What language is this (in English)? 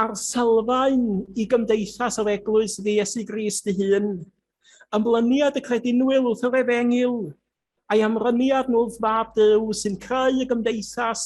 Welsh